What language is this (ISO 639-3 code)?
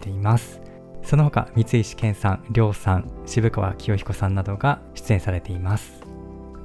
jpn